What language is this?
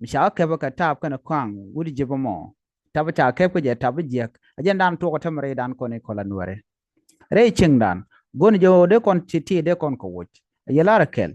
Nuer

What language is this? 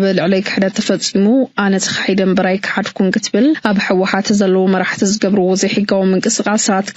Tigrinya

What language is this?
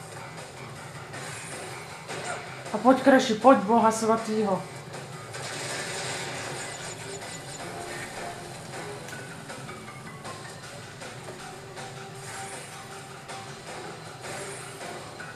Czech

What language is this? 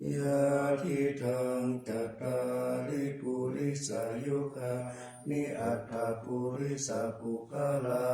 Pali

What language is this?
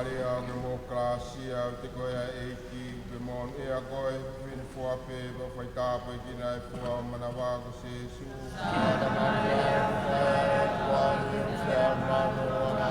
Tongan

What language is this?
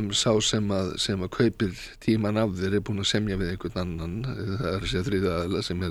Icelandic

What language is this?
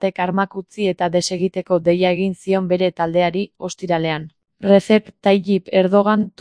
Basque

